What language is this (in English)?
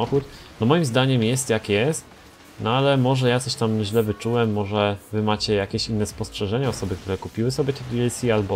Polish